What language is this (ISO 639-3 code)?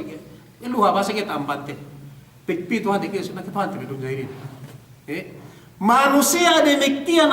yka